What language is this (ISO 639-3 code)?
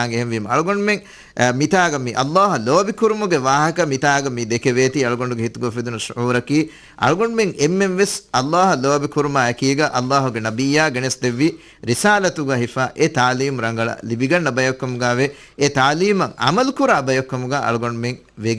div